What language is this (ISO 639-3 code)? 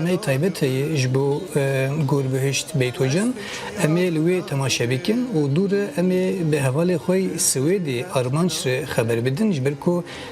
kur